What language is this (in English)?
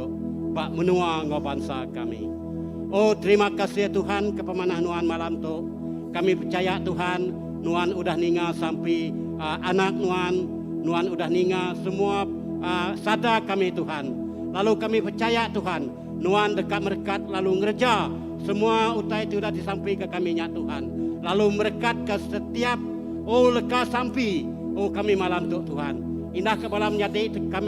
Iban